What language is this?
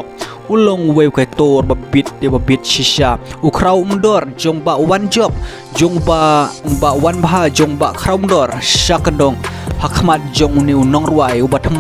Khasi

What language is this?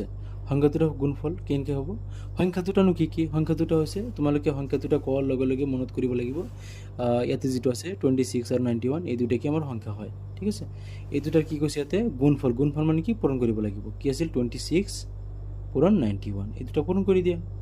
Assamese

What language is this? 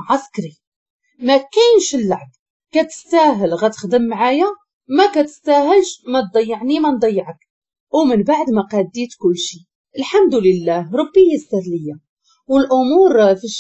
Moroccan Arabic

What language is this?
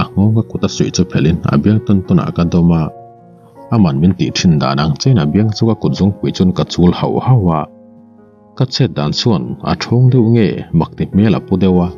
Mizo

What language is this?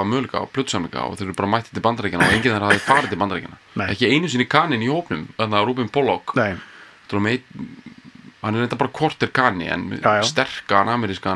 Icelandic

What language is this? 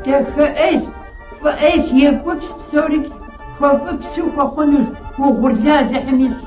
Kabardian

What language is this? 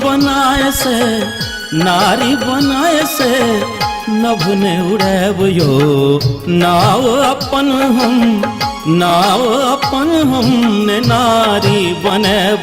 Maithili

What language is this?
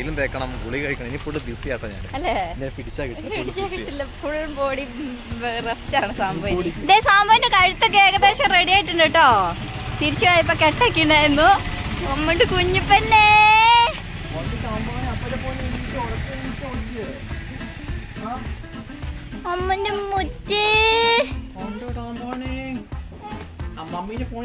Malayalam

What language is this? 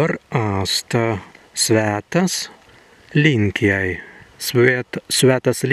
Prussian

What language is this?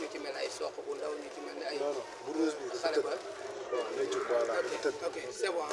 Wolof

